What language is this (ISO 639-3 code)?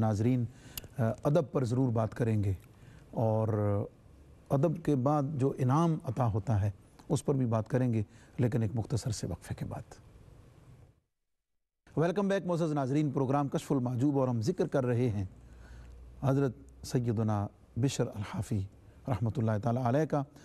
urd